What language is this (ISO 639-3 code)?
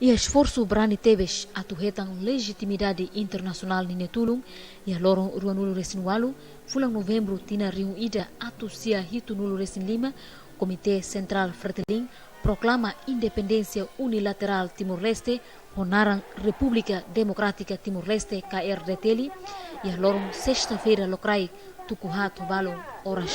tet